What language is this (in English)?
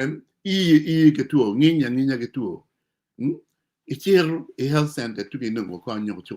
Acoli